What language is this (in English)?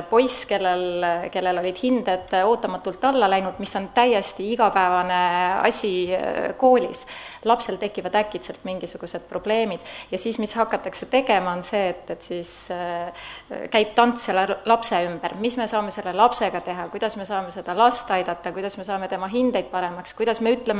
Estonian